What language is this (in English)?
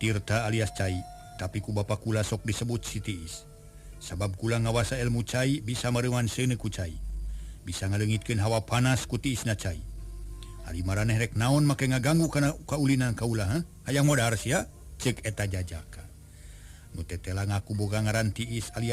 Sundanese